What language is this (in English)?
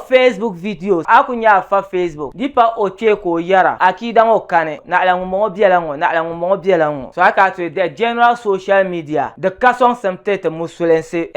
Dagbani